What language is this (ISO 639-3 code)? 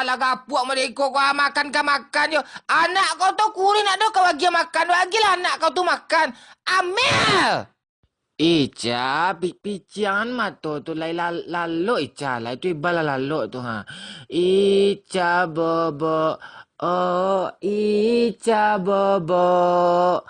min